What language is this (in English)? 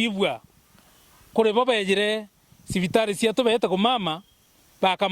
Meru